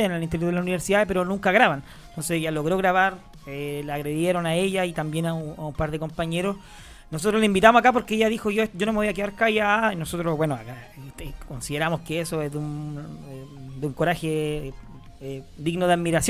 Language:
Spanish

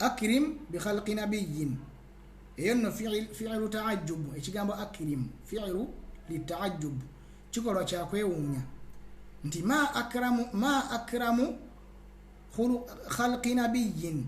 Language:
Ganda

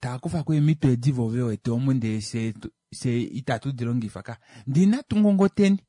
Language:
Kuanyama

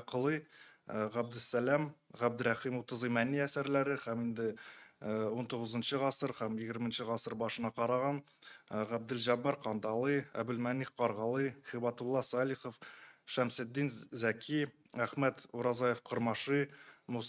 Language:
Tatar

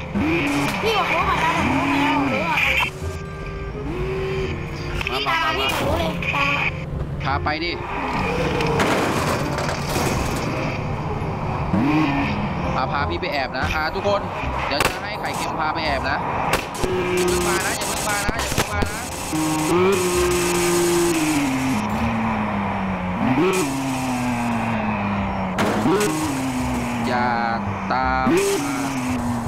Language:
Thai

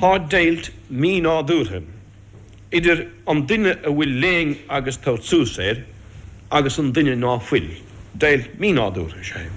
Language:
Irish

